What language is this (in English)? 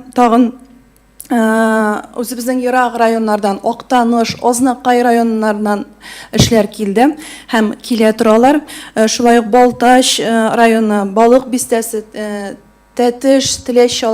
Tatar